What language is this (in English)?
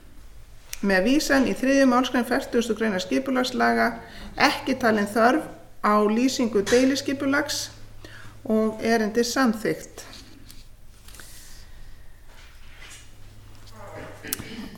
Icelandic